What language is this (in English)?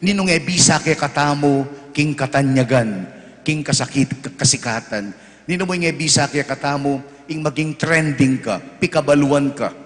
Pampanga